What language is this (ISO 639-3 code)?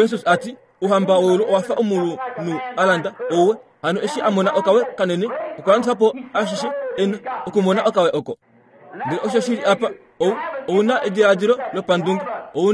kua